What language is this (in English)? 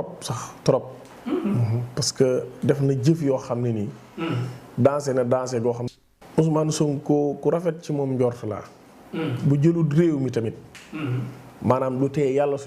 Wolof